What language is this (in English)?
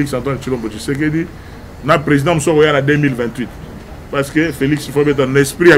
Lingala